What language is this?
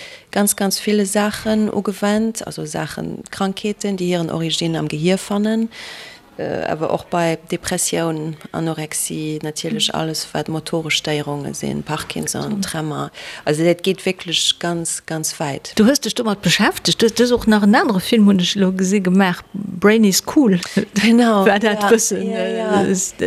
Luxembourgish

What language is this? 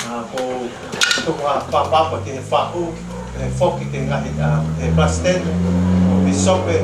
Tongan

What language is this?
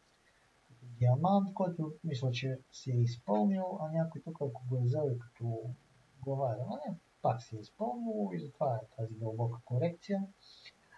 Bulgarian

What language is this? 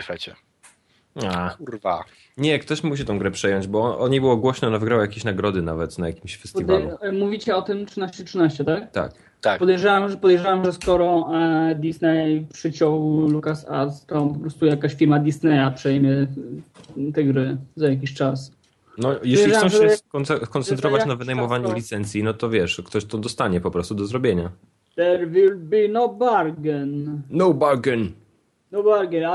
Polish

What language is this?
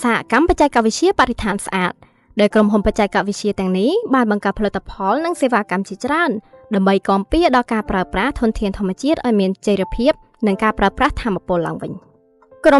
Khmer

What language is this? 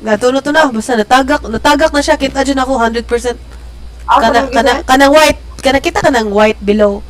Cebuano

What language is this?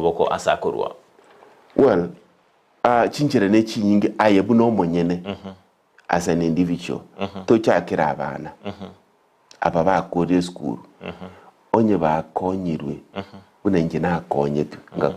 Gusii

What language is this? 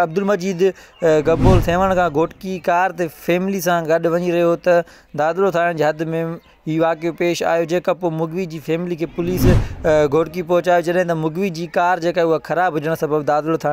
Sindhi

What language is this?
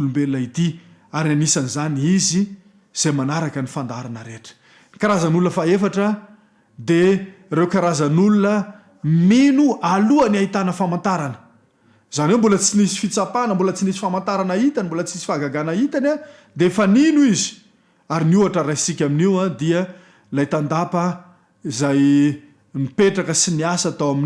Malagasy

